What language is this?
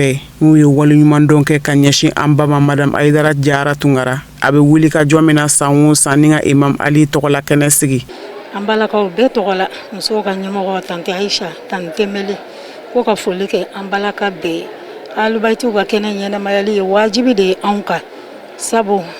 Bambara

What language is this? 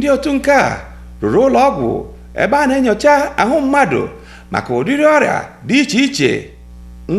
Igbo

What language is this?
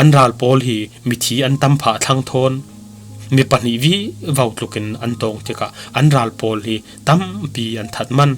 Falam Chin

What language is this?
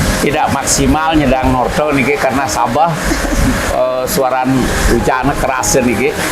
Balinese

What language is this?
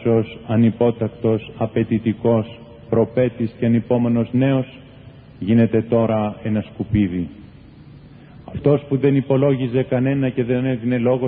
Greek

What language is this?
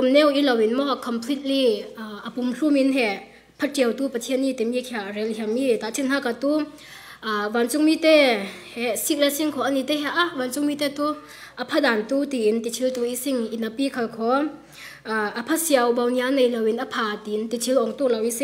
Falam Chin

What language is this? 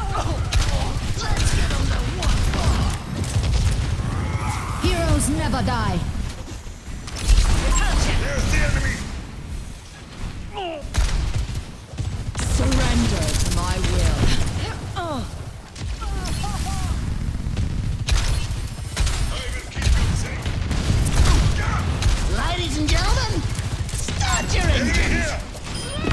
English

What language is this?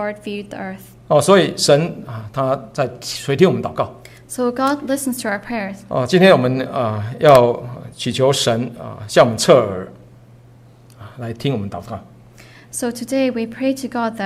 Chinese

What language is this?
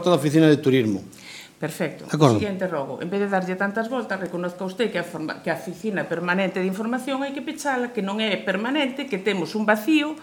Galician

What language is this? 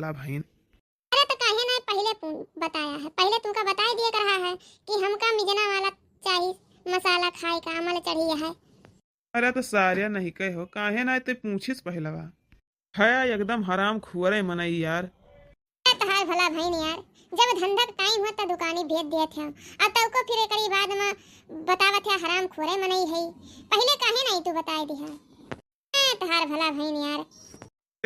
Awadhi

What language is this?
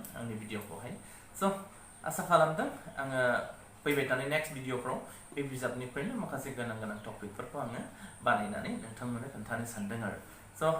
Bodo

